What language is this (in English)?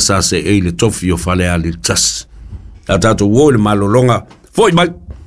Samoan